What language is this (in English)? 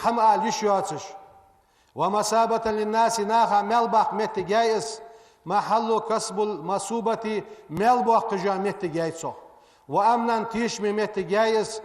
Ingush